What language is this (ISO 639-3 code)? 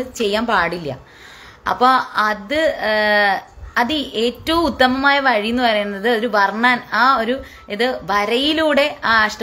mal